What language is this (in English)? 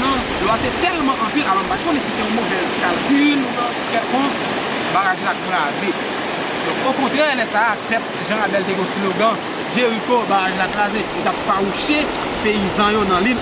Haitian Creole